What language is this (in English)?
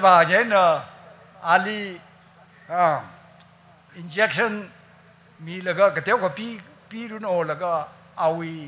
Tangkhul Naga (India)